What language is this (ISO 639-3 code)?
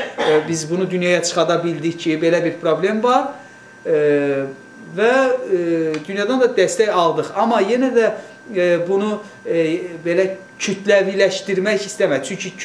aze